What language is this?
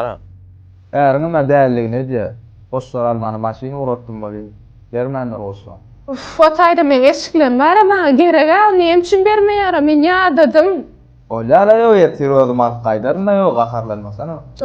Turkmen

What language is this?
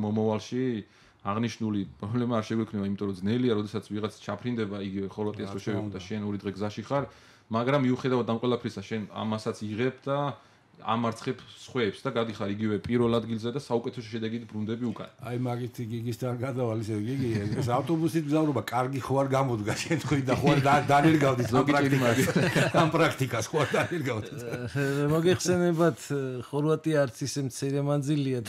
Georgian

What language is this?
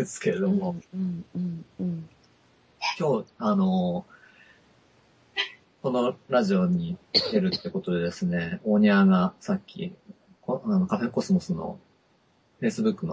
Japanese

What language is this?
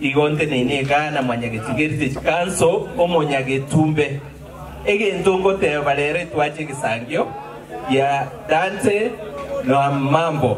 Gusii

